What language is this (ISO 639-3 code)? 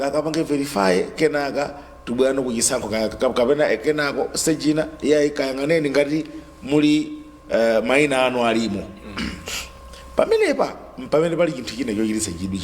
nya